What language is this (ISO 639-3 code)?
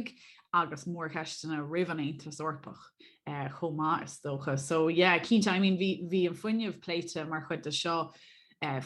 gle